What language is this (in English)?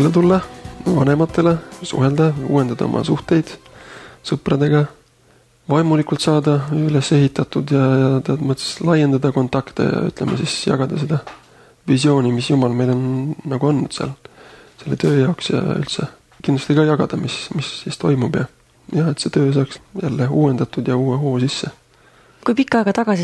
Estonian